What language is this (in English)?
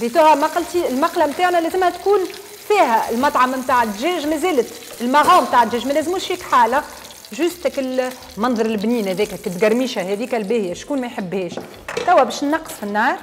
Tunisian Arabic